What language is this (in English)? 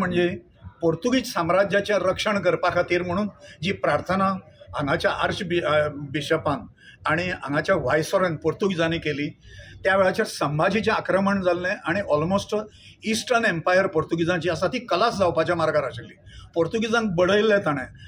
Konkani